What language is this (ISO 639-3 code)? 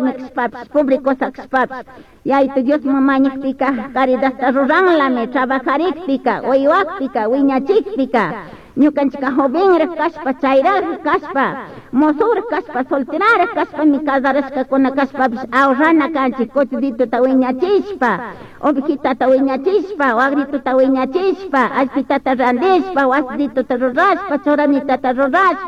qug